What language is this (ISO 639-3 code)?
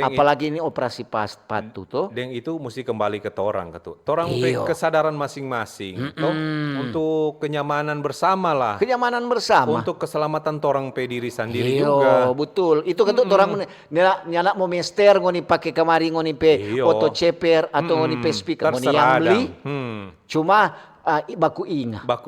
xmm